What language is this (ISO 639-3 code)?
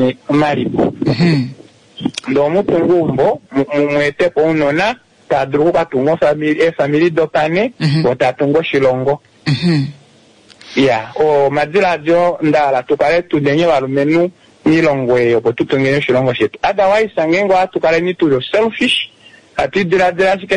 kua